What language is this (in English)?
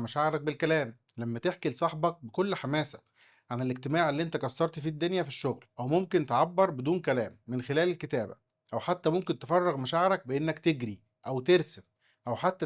Egyptian Arabic